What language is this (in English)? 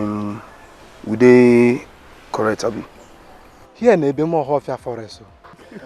Nigerian Pidgin